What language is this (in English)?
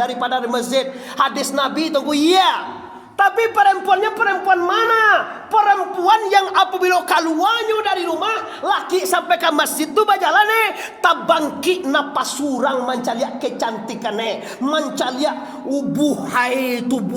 Minangkabau